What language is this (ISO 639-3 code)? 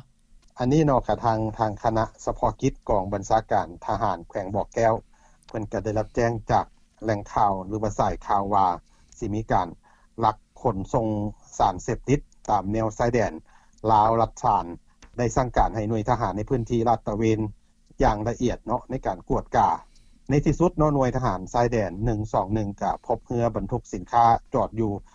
lao